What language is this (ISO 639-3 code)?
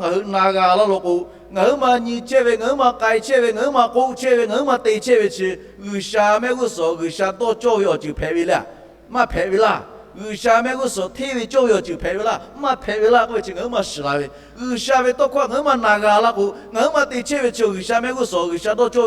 lhu